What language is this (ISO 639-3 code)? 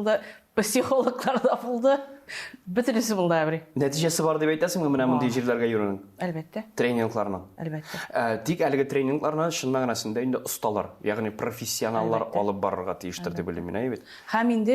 tat